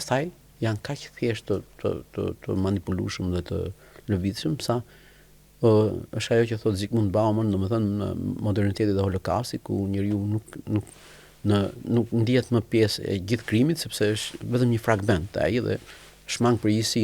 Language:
Albanian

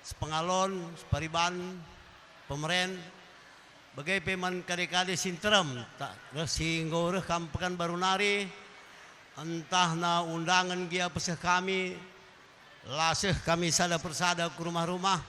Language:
Batak Karo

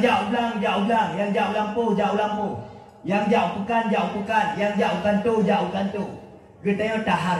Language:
Achinese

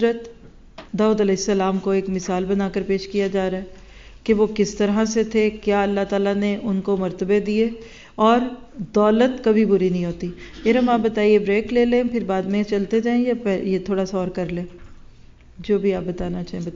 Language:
Urdu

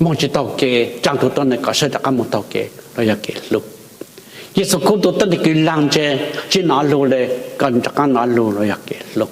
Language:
Hmong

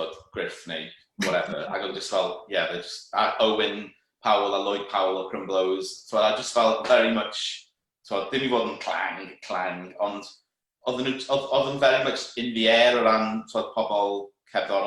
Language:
Welsh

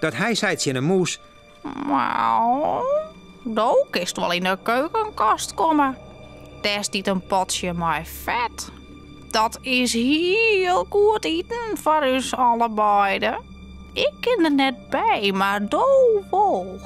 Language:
Western Frisian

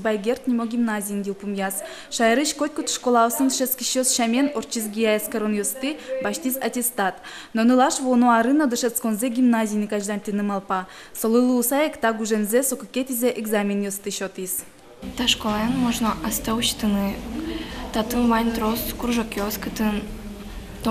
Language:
Udmurt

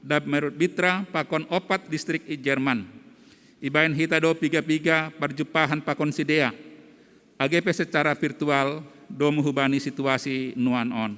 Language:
Batak Simalungun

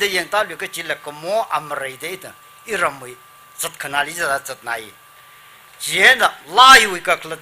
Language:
Tangkhul Naga (India)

